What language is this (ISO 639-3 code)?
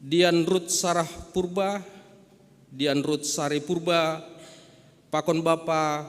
bts